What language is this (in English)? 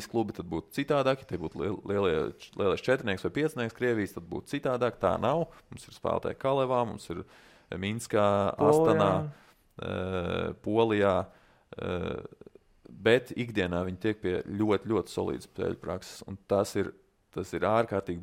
Latvian